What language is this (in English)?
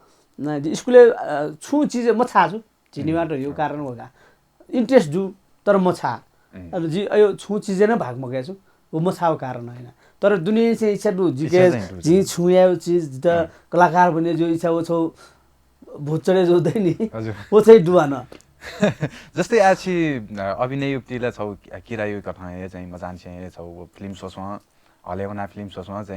Newari